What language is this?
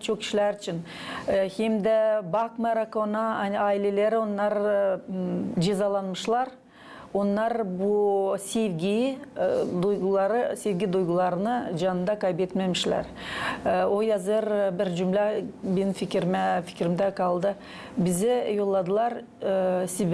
Gagauz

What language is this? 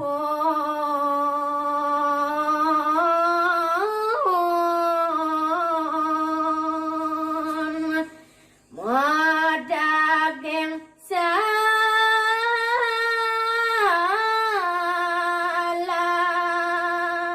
Balinese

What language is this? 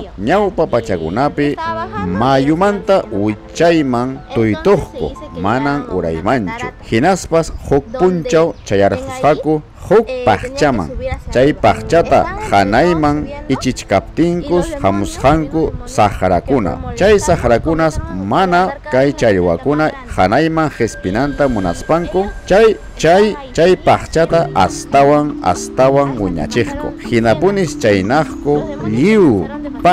Ayacucho Quechua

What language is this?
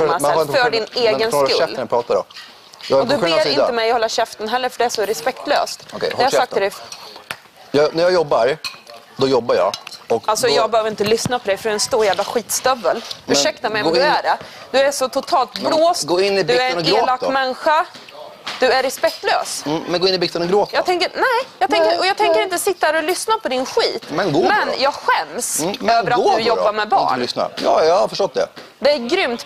Swedish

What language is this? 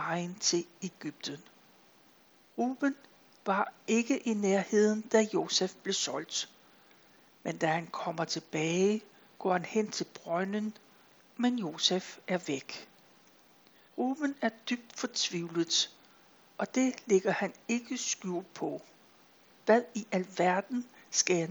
Danish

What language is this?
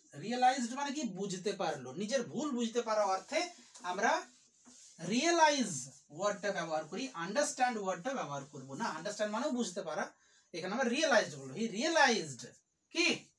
Bangla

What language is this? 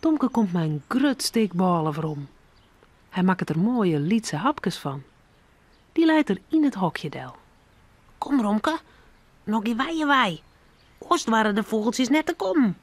Western Frisian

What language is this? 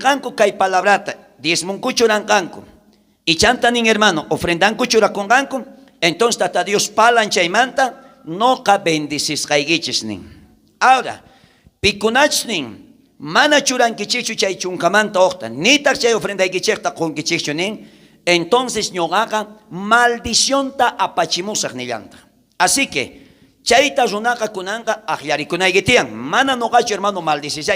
South Bolivian Quechua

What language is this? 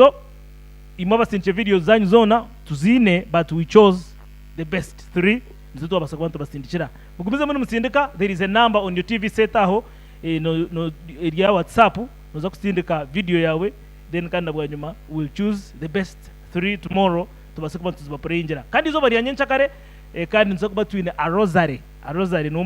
Nyankole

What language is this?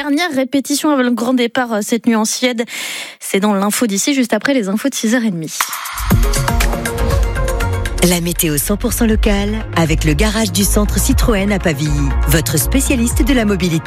French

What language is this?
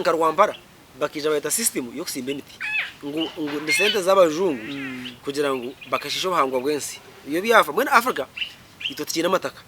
Nyankole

